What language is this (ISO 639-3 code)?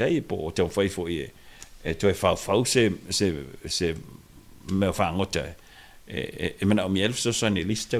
smo